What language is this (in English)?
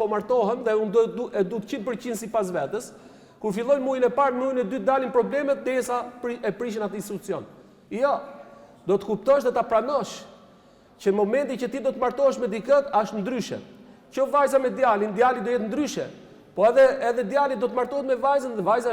Albanian